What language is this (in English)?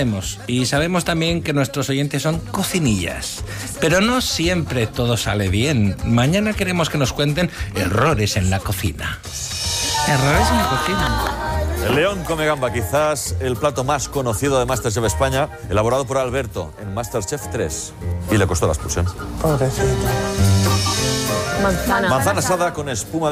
Spanish